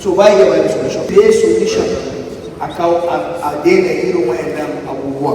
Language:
Hausa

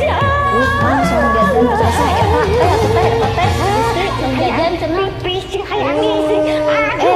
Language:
Sundanese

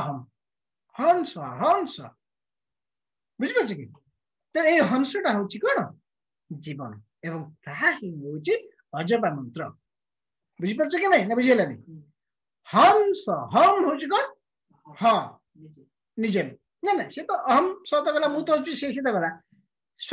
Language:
Odia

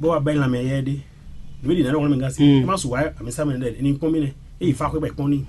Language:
Fon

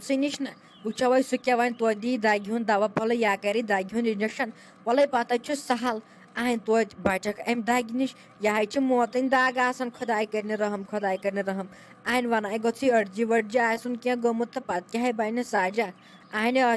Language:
Kashmiri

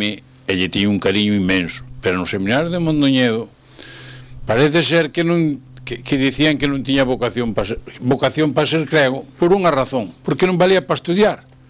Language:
Galician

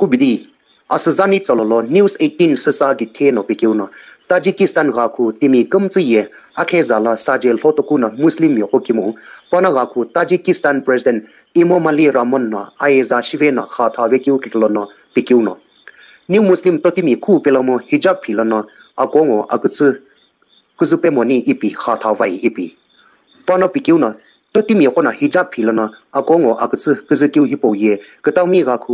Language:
Sumi Naga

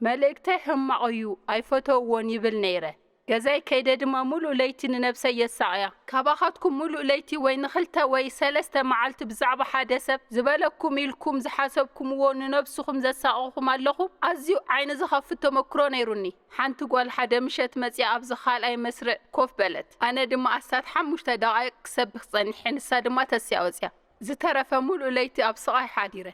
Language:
Tigrinya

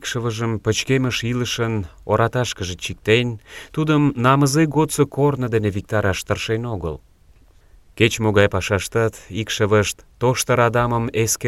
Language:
Mari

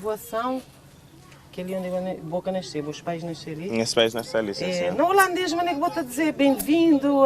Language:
Kabuverdianu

